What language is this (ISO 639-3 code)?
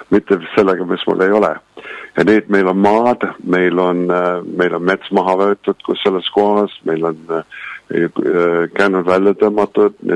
est